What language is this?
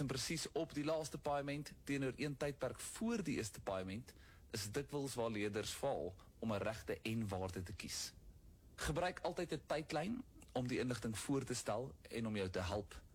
Afrikaans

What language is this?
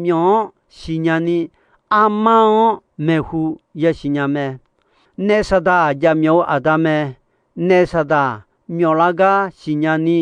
Akha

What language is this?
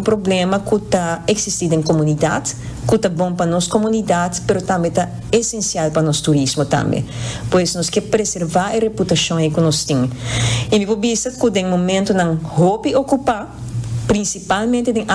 Papiamento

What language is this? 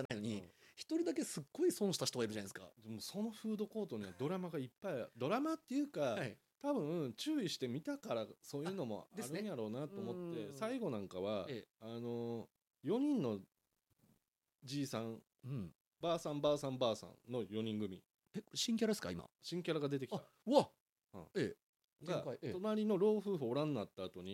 Japanese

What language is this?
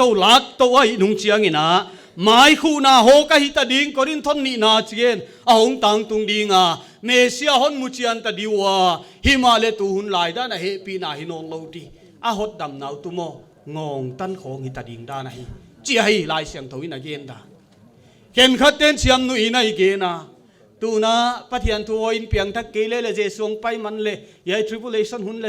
Paite Chin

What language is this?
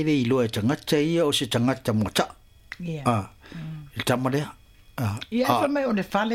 Samoan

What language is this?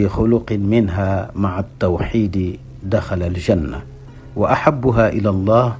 Wolof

